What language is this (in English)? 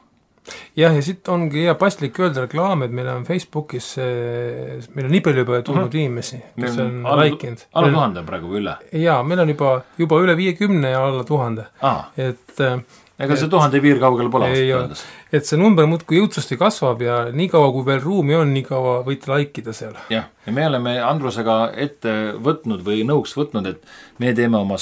Estonian